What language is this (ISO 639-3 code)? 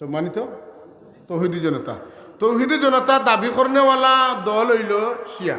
syl